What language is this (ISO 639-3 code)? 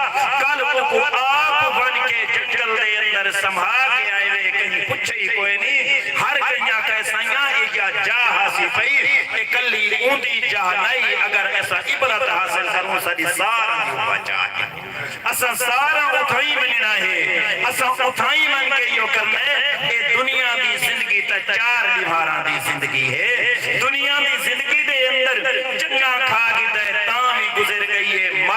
skr